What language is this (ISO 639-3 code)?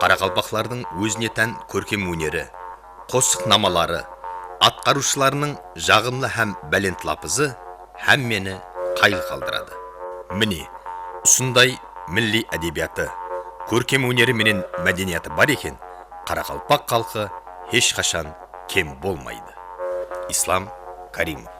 kaa